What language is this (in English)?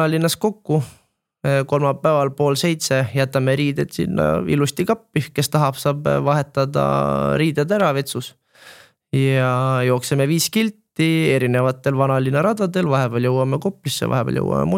Estonian